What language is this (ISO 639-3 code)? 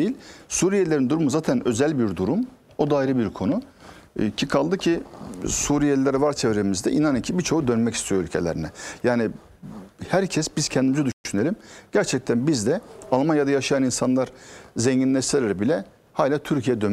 tur